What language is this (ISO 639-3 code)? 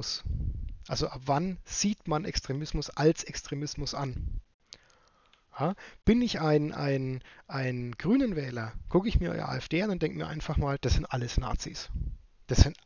deu